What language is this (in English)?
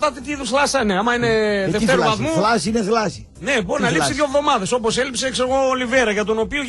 Greek